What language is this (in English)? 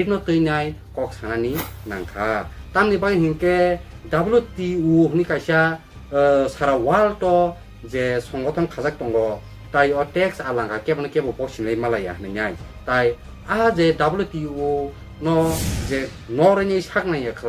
Kok Borok